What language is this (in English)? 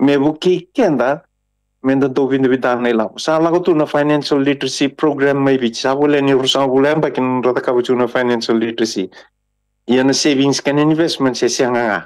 Fijian